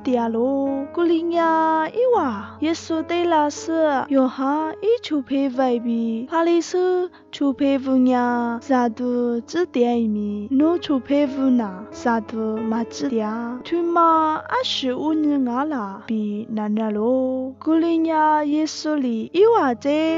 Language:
Lisu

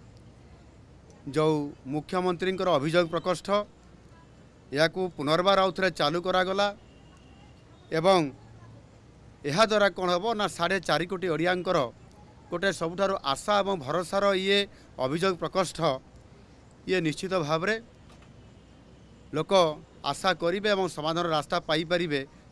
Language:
Odia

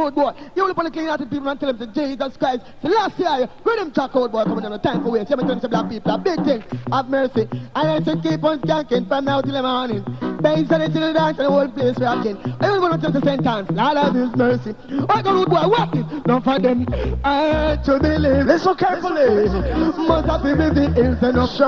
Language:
Jamaican Creole English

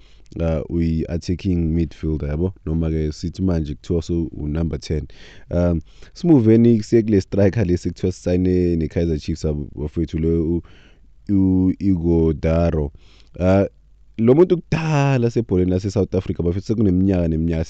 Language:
Zulu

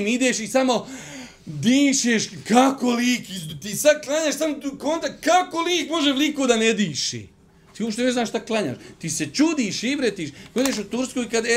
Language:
Bosnian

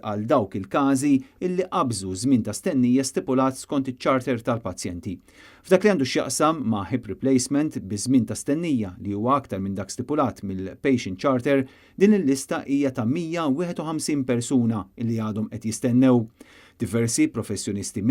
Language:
Maltese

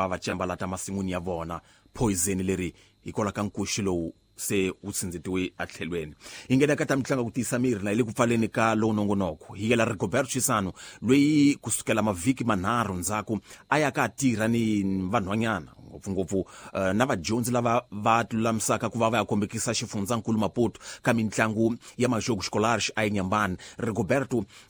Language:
Tsonga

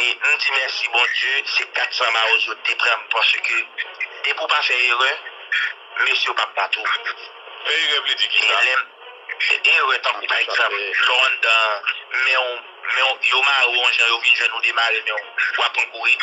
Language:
Haitian Creole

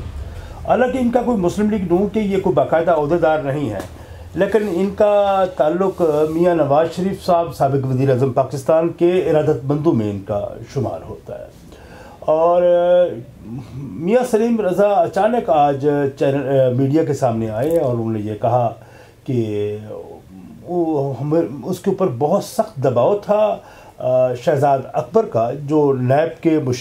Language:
Urdu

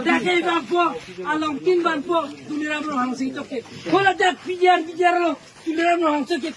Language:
Karbi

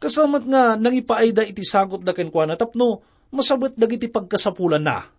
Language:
Iloko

